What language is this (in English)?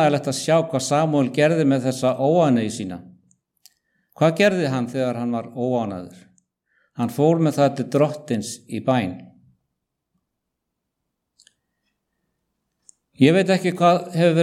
Icelandic